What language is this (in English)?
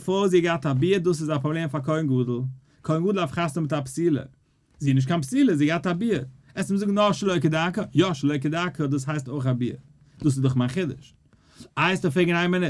Yiddish